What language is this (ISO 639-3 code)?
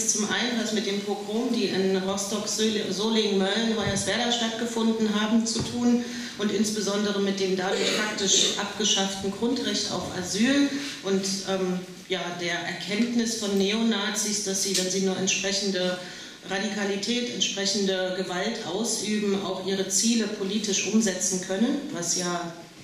deu